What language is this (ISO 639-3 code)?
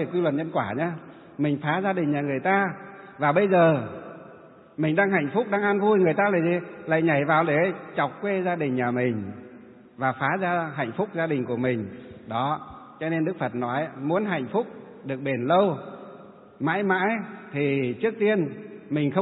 vie